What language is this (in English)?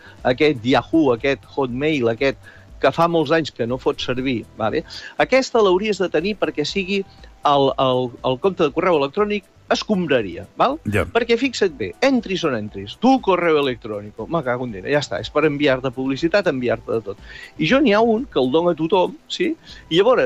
Catalan